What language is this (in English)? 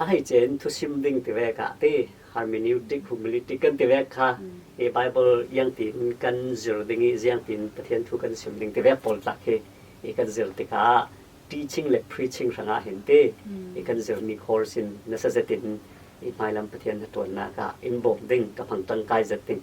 Falam Chin